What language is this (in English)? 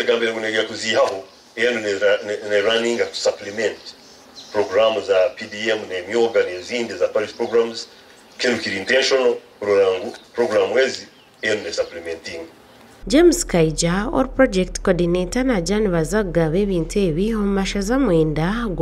Nyankole